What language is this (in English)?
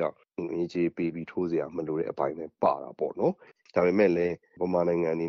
Burmese